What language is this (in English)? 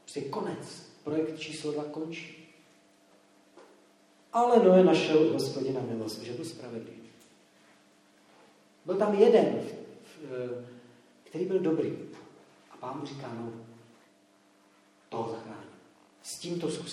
Czech